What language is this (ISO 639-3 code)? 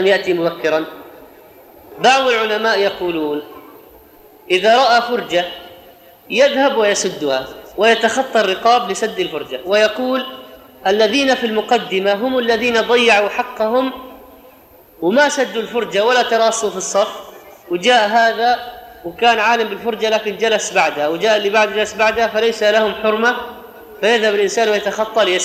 ara